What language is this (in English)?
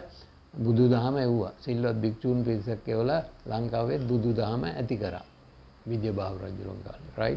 Sinhala